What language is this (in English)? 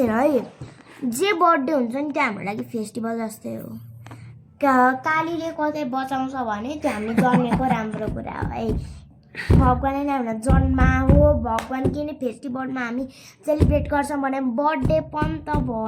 Nepali